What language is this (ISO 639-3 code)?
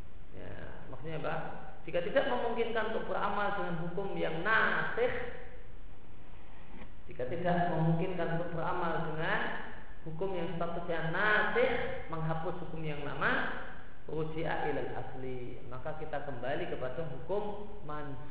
ind